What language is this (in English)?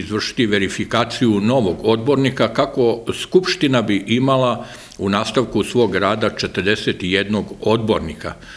Serbian